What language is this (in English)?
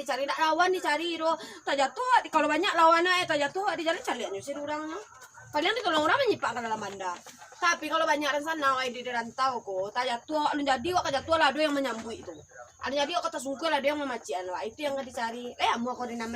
Minangkabau